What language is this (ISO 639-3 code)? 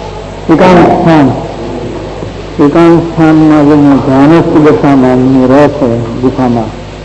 guj